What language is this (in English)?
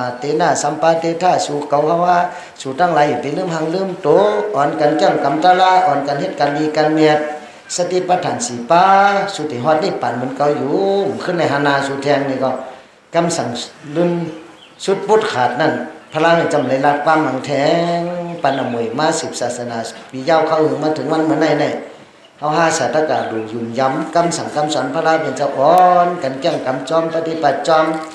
Shan